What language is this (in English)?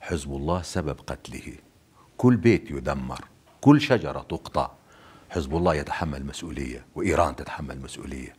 North Levantine Arabic